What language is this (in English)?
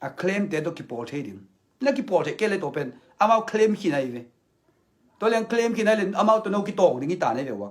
Tedim Chin